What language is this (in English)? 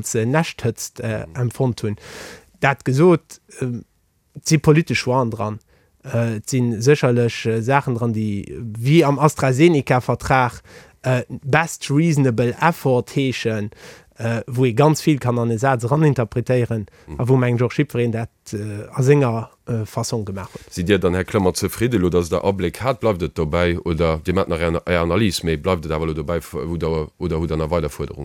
Luxembourgish